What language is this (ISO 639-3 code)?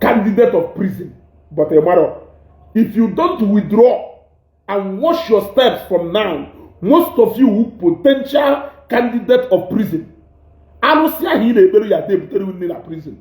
ibo